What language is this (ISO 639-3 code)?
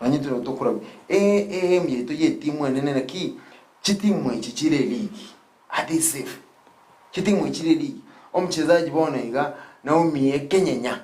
guz